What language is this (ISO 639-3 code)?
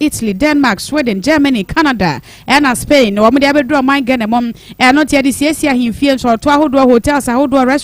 aka